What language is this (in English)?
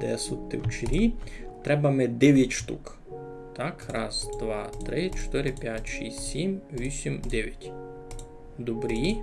Rusyn